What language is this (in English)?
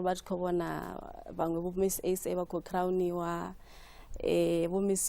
Venda